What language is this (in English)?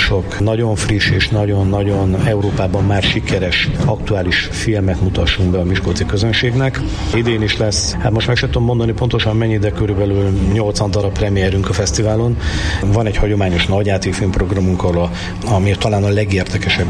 Hungarian